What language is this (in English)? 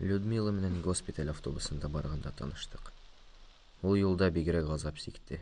Bashkir